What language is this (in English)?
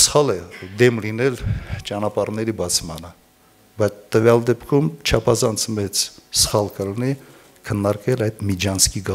Armenian